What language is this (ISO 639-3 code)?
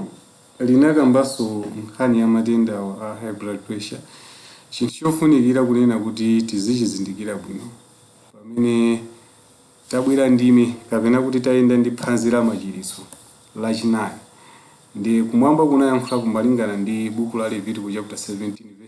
nya